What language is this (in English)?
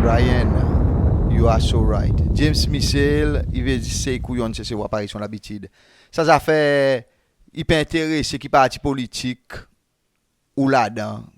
Seselwa Creole French